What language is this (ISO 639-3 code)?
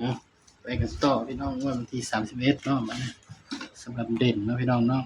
tts